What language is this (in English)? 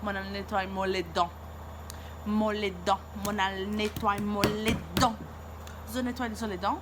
Morisyen